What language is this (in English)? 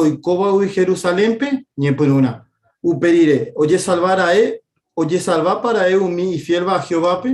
Guarani